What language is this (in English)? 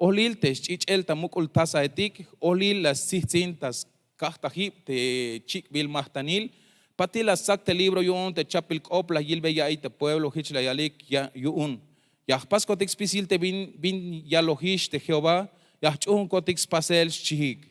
Tzeltal